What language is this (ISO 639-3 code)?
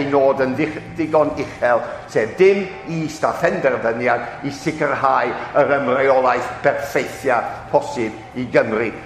cym